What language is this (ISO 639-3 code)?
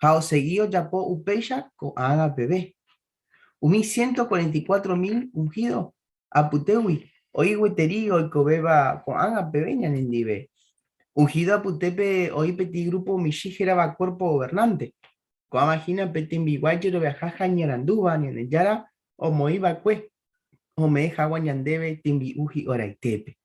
grn